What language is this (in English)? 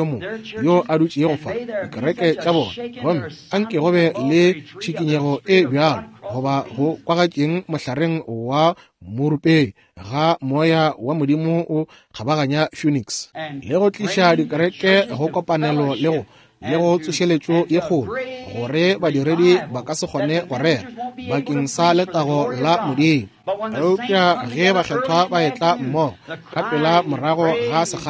Northern Sotho